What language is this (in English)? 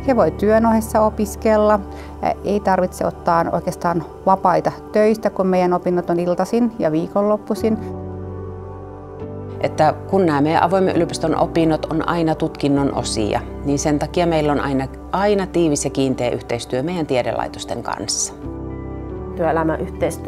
Finnish